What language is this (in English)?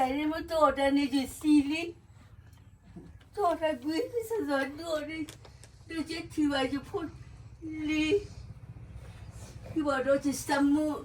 S'gaw Karen